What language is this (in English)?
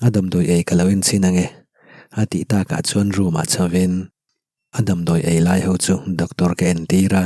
Mizo